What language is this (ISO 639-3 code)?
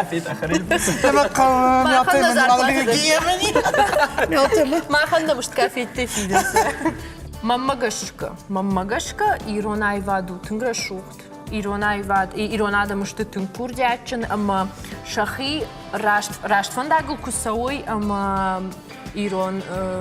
oss